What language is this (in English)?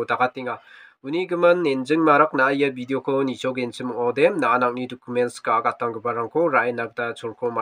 Garo